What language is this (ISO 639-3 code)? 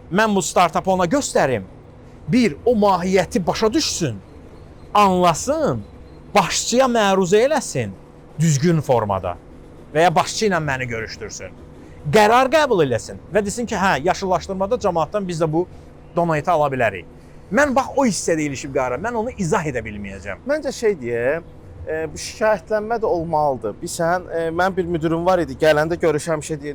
aze